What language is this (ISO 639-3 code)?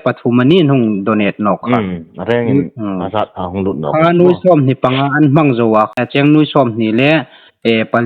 hmr